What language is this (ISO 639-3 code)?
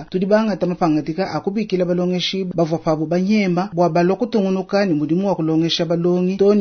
lua